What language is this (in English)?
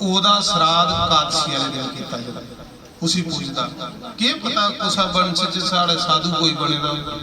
Dogri